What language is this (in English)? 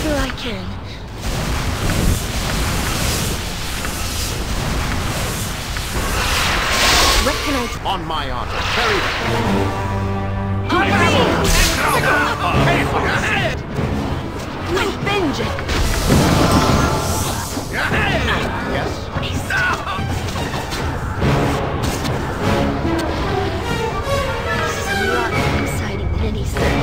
English